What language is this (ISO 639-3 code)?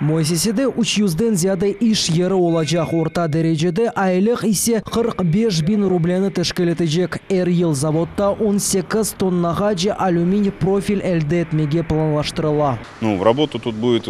crh